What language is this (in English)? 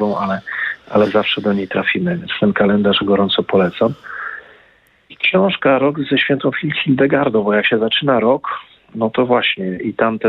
Polish